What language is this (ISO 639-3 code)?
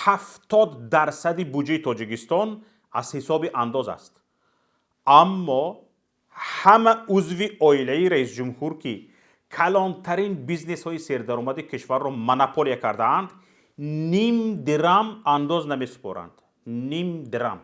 tgk